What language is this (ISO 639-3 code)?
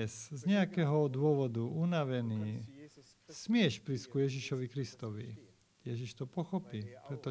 slk